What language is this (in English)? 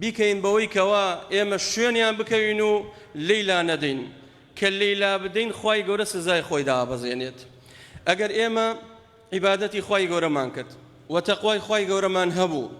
Central Kurdish